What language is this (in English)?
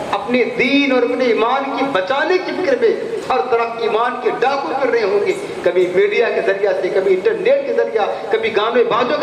Urdu